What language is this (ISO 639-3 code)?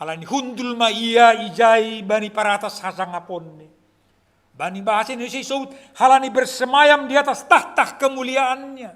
bts